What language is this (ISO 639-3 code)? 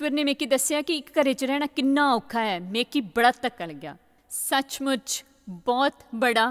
doi